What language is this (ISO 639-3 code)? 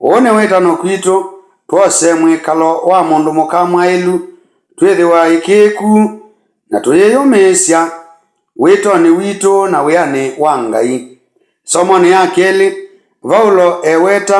kam